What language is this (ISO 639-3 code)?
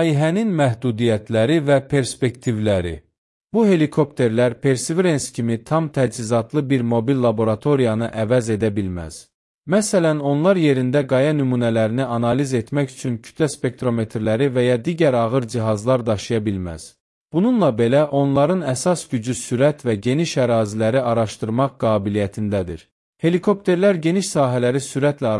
aze